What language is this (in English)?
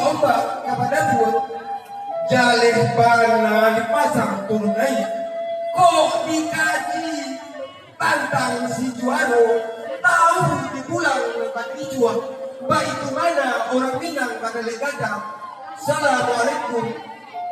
Minangkabau